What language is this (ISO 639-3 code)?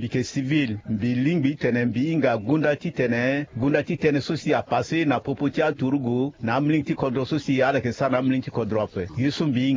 sag